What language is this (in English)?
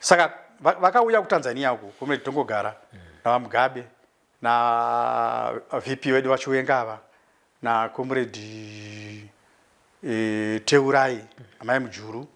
Shona